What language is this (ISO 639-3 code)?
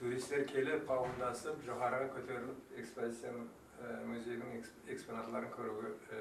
kaa